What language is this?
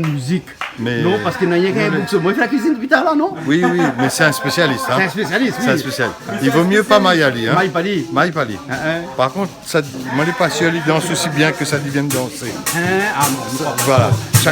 Réunion Creole French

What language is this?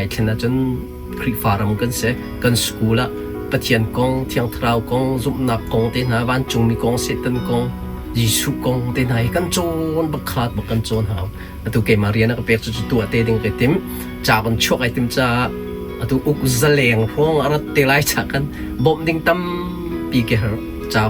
Hakha Chin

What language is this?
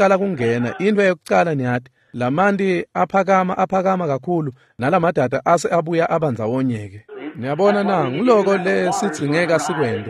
Swati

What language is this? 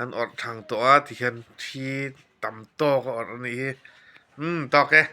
Mizo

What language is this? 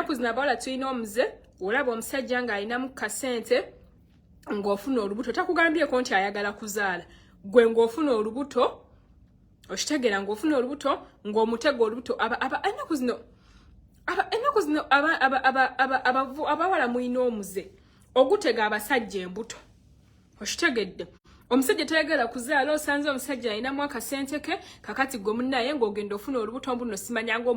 Ganda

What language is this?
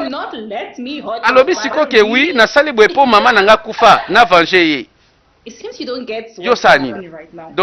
Lingala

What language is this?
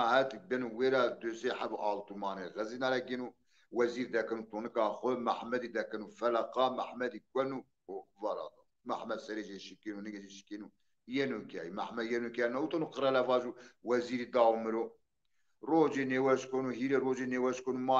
Zaza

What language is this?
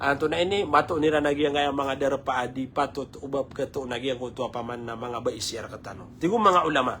Maranao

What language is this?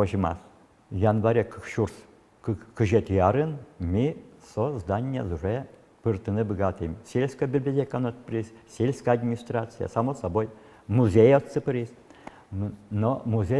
Udmurt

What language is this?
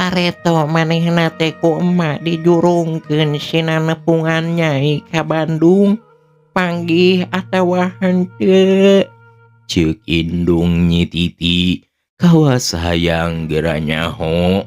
Sundanese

